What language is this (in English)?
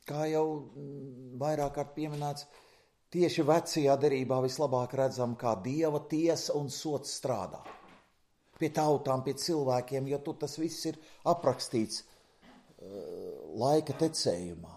Latvian